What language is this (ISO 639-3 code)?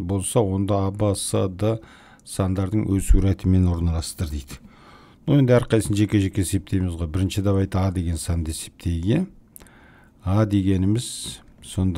kaz